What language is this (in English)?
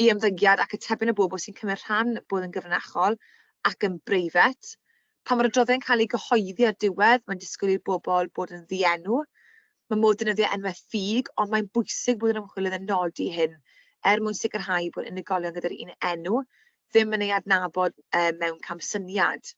Welsh